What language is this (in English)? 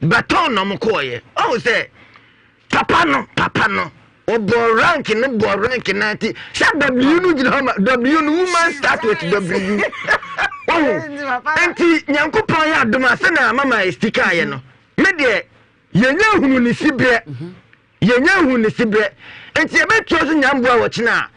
Akan